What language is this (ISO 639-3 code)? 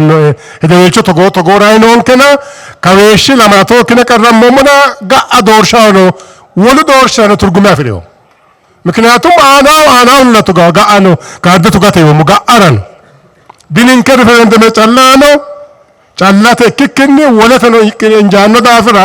sid